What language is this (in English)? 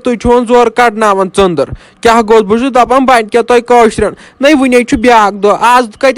Kashmiri